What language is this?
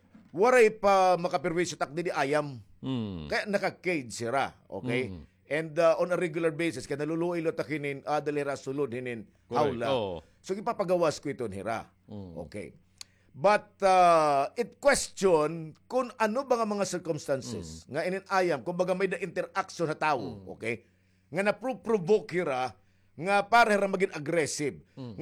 Waray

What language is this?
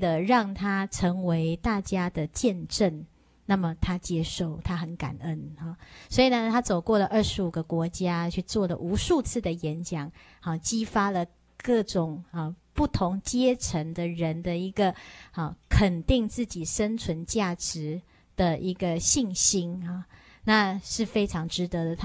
Chinese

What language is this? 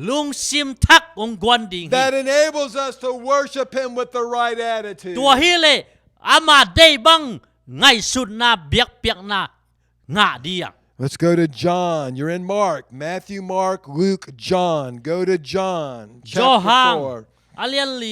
Tedim Chin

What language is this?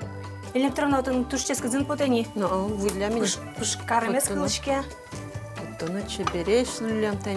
Udmurt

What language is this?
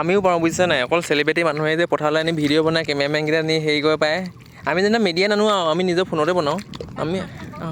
Assamese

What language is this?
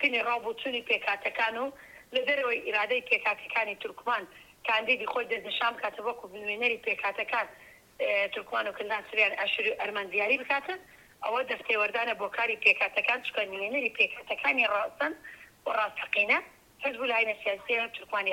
Central Kurdish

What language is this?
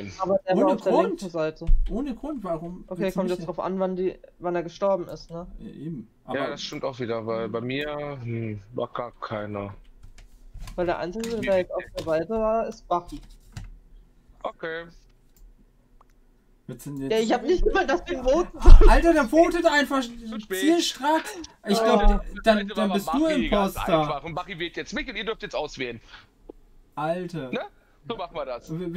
German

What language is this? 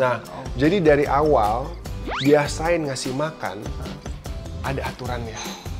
Indonesian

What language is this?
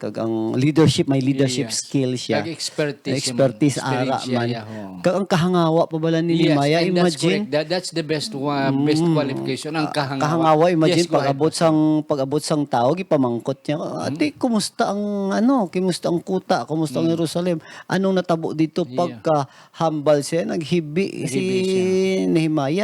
Hiligaynon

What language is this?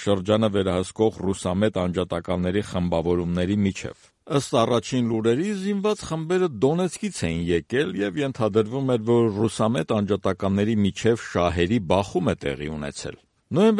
Armenian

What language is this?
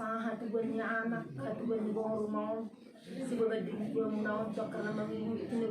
Batak Toba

